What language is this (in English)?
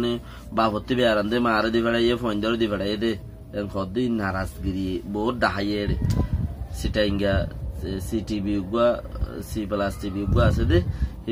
Rohingya